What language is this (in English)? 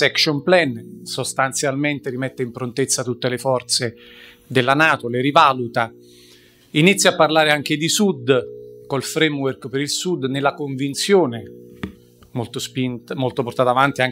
Italian